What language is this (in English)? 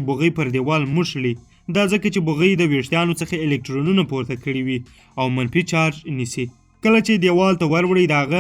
Pashto